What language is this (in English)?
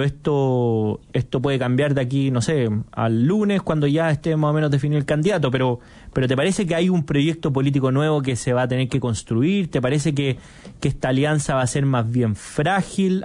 Spanish